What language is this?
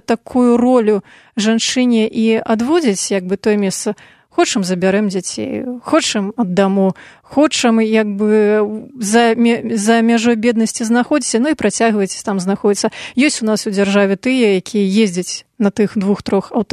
Belarusian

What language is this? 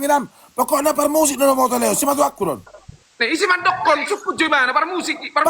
Batak Toba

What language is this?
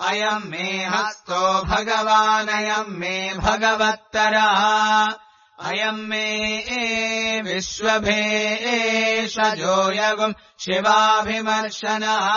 Sanskrit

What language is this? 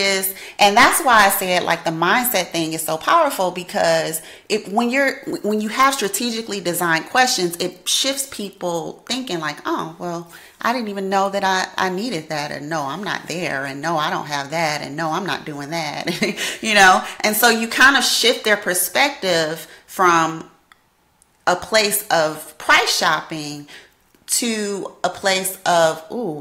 English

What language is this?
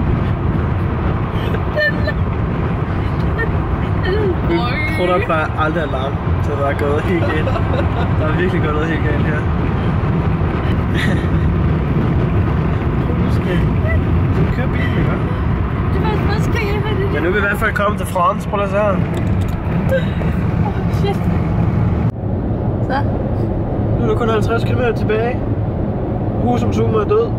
Danish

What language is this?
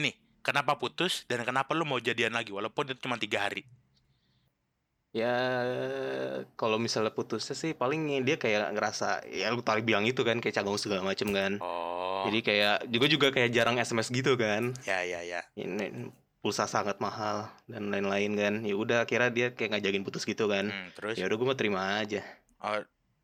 Indonesian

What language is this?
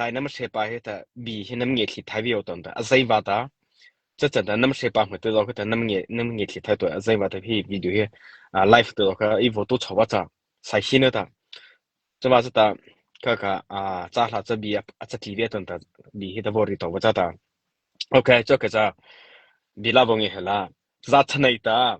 Mara Chin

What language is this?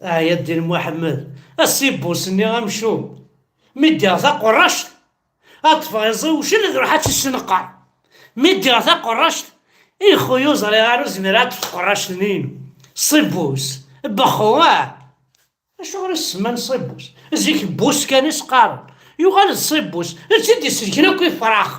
Kabyle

